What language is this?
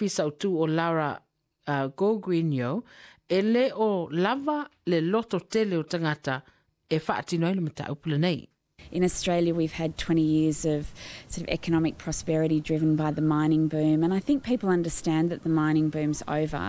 Samoan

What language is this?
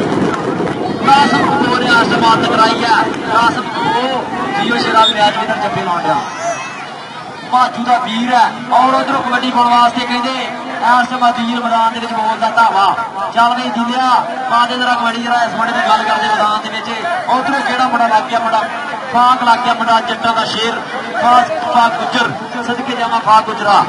Punjabi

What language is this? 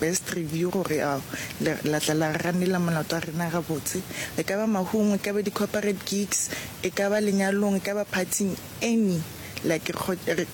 Northern Sotho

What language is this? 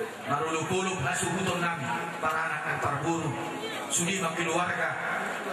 Batak Toba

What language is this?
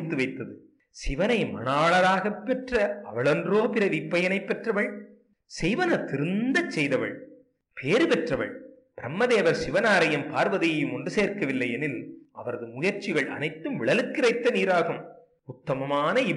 Tamil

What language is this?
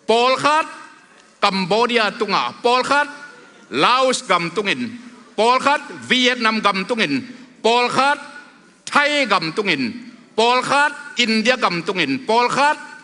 Tedim Chin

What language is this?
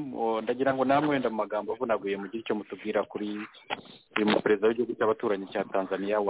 Kinyarwanda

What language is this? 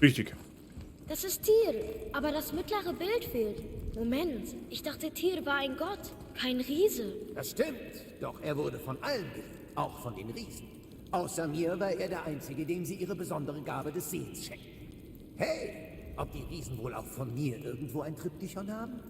Bavarian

